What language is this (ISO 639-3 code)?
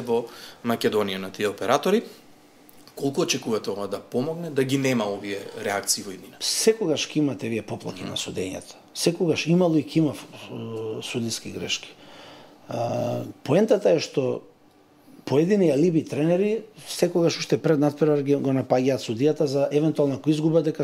mkd